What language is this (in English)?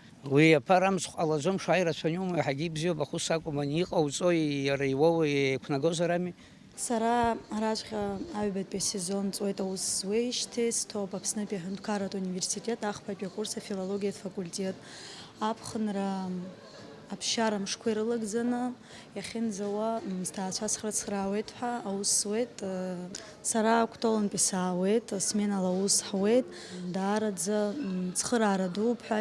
Abkhazian